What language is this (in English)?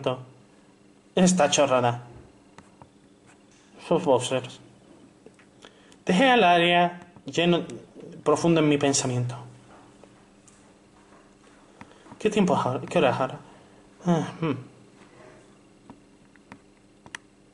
Spanish